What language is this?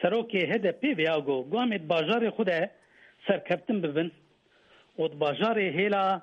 Kurdish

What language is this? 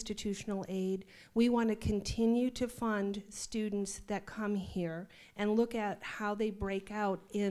English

